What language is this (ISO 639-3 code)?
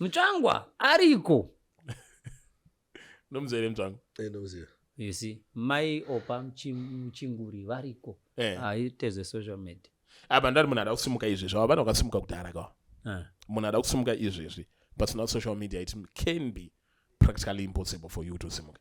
sna